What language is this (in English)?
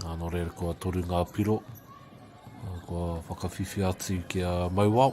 Māori